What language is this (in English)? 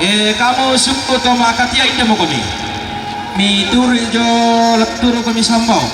Toraja-Sa'dan